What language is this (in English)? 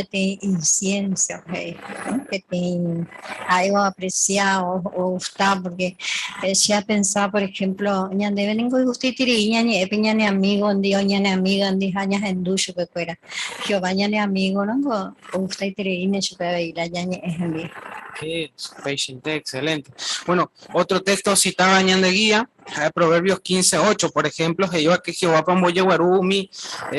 Guarani